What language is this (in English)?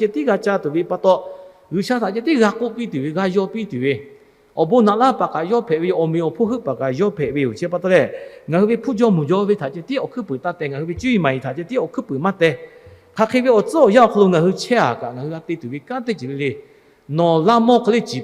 Lahu